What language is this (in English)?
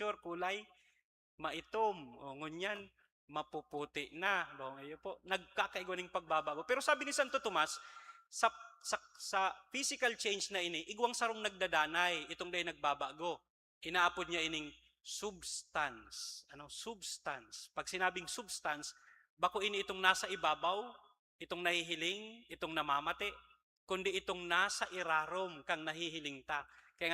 Bikol